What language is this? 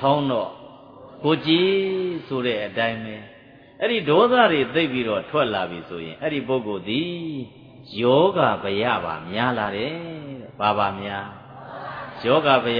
Burmese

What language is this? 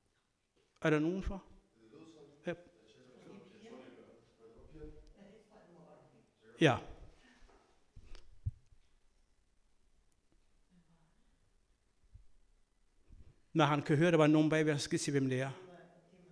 Danish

